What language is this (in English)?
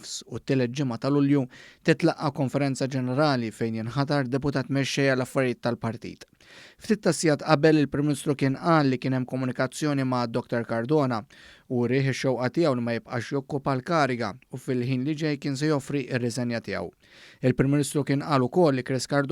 Maltese